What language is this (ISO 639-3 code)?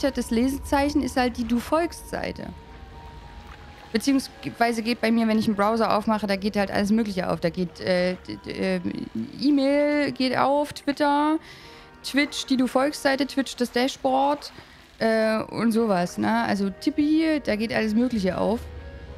deu